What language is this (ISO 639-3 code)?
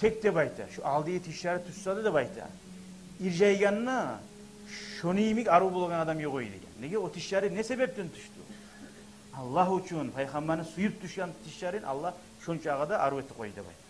kum